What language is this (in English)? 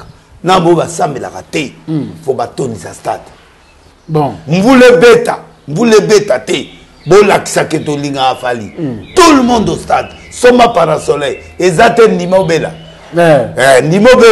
Lingala